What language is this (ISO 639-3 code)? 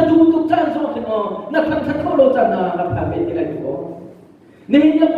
cnh